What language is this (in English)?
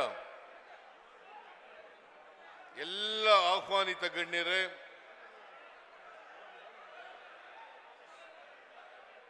Kannada